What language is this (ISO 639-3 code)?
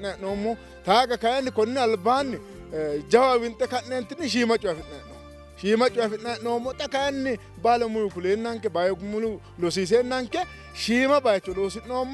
sid